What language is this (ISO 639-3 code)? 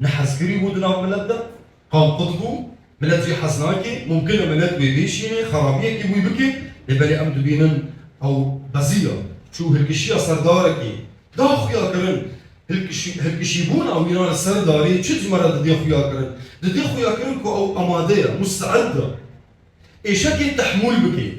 kur